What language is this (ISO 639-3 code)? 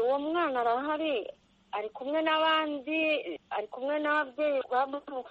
kin